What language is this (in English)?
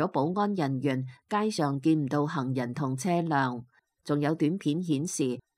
Cantonese